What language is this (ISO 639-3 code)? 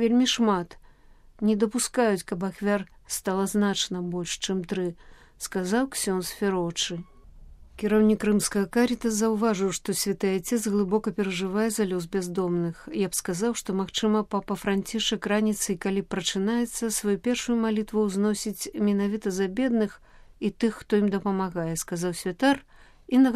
bel